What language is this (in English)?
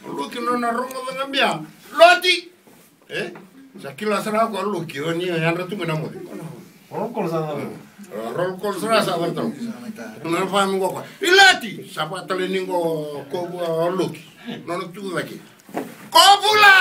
Fijian